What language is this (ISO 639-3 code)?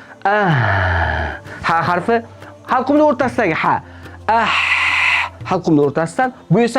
uzb